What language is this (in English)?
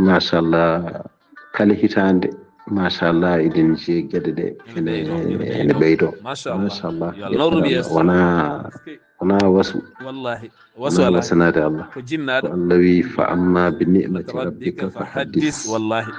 Fula